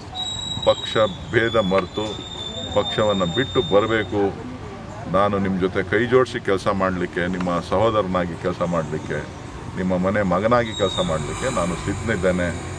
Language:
Kannada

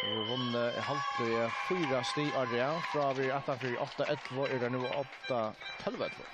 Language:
Faroese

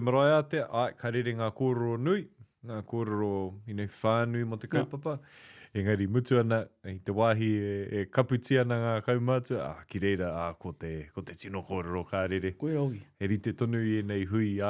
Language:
Māori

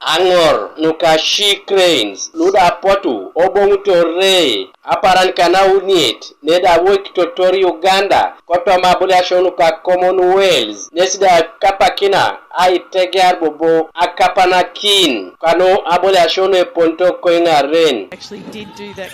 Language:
Teso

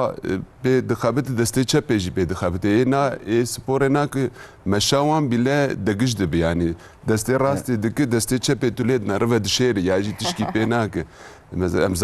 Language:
Kurdish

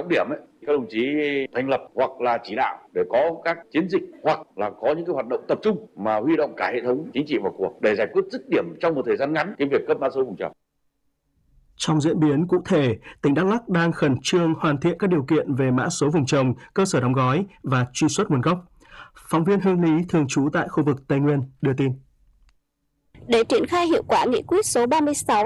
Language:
Vietnamese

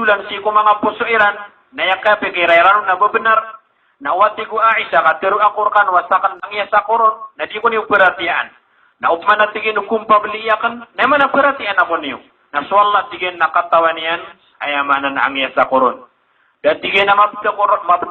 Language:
Maranao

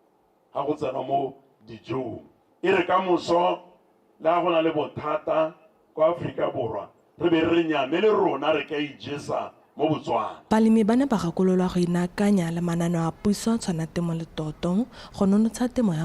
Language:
Tswana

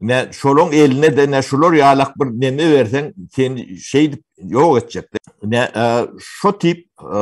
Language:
Turkmen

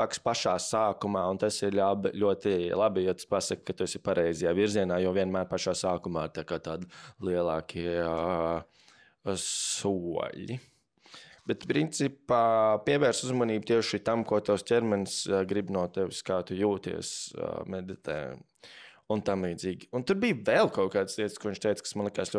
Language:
Latvian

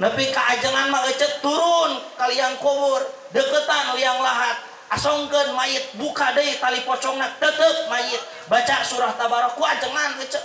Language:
Sundanese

